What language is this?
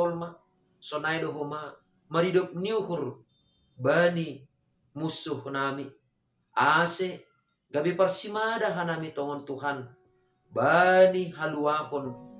Batak Simalungun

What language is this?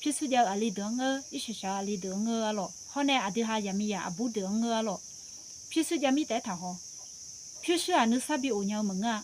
Akha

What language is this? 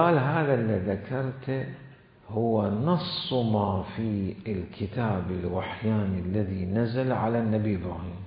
Mesopotamian Arabic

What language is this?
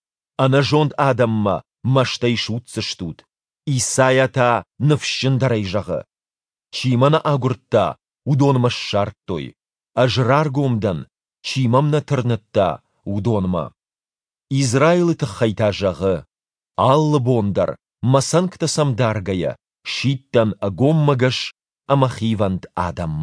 Ossetic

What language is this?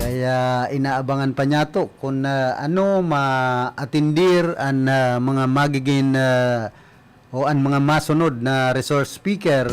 Bikol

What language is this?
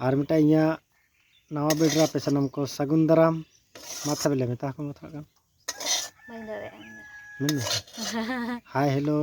Santali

